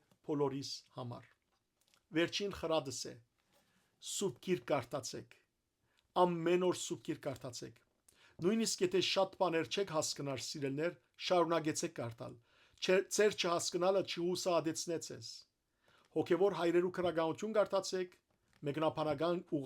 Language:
Western Armenian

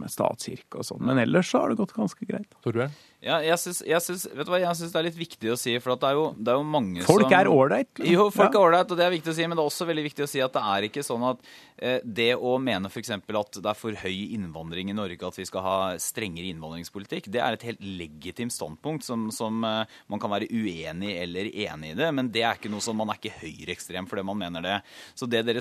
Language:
Norwegian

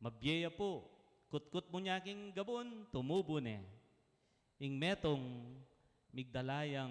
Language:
Pampanga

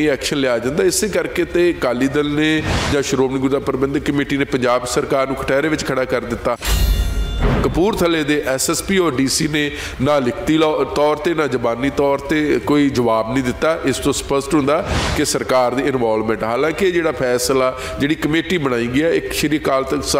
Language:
Punjabi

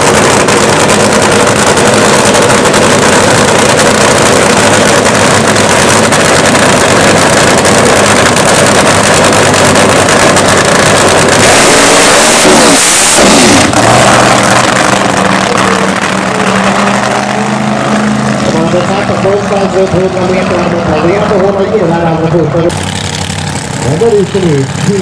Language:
Swedish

